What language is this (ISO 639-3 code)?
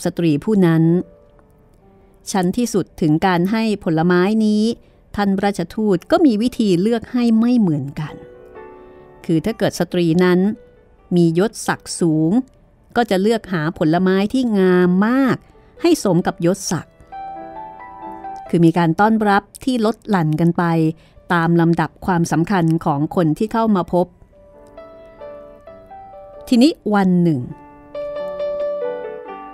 tha